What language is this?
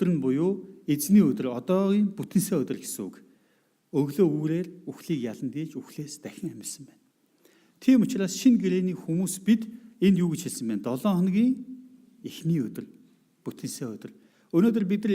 Mongolian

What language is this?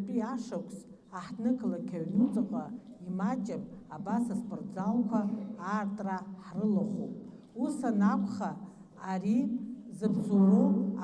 Abkhazian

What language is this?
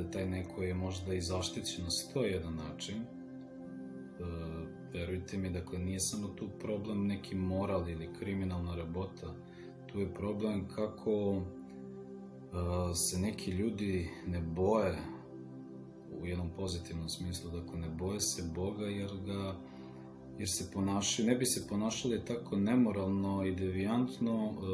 Serbian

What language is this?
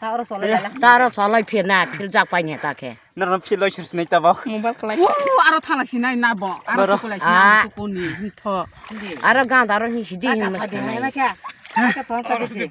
Kok Borok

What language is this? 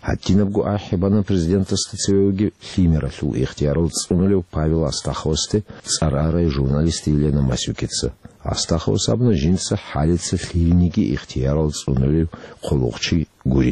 Avaric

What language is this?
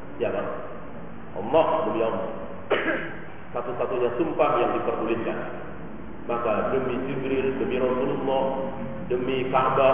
Indonesian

